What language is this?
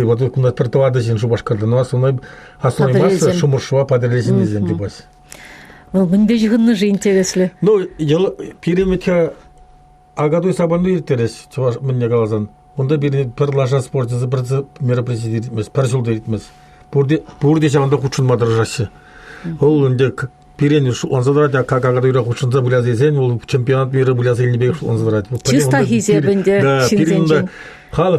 Chuvash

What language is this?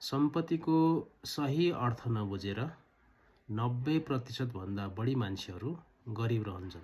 Nepali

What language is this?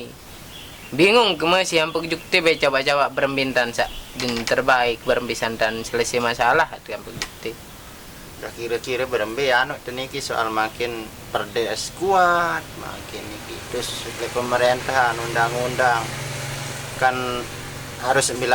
Sasak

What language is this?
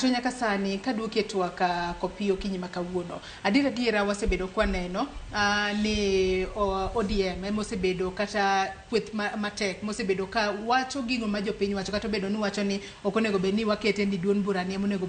Luo (Kenya and Tanzania)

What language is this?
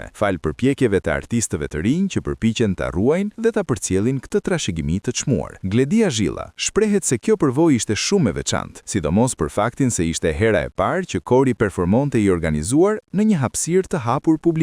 Albanian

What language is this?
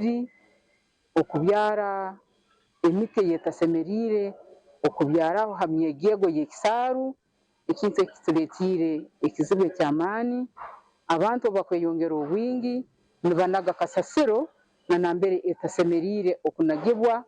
Nyankole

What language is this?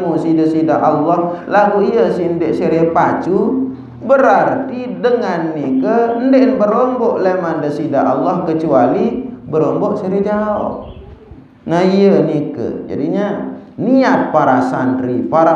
Sasak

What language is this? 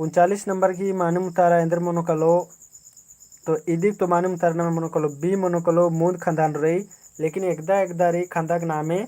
Kurukh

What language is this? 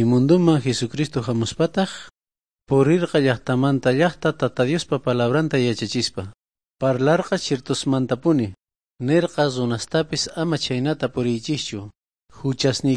South Bolivian Quechua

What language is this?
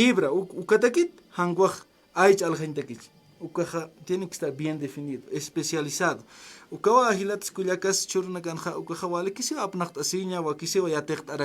Aymara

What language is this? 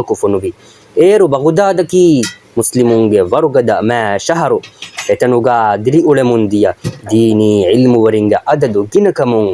Divehi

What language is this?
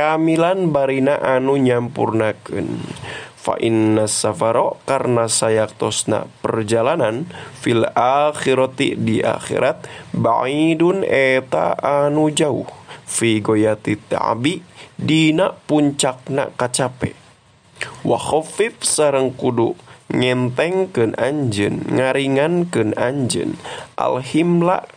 Sundanese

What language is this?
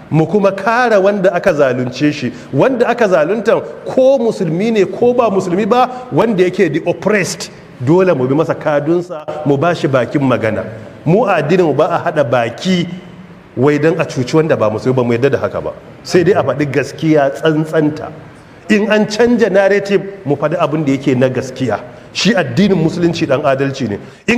Hausa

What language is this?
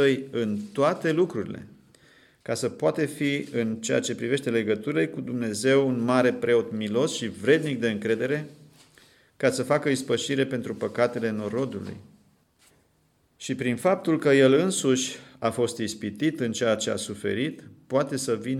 Romanian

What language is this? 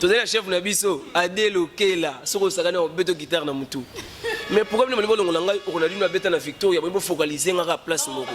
Lingala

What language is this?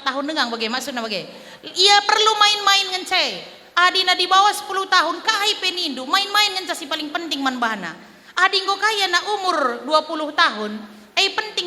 Batak Karo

